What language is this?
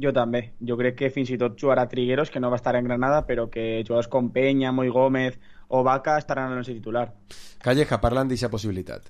Catalan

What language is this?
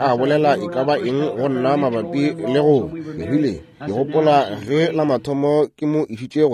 Northern Sotho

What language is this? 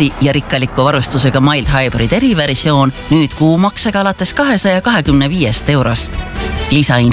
Estonian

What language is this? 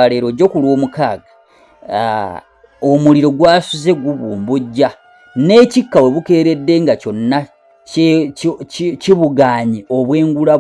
Ganda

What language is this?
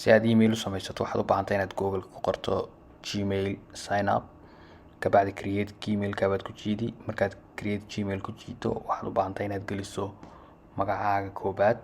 Somali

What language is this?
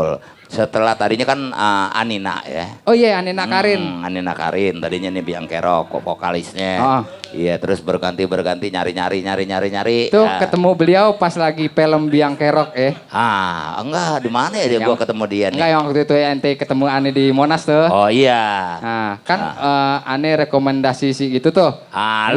Betawi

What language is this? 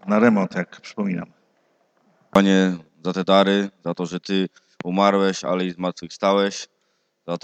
Polish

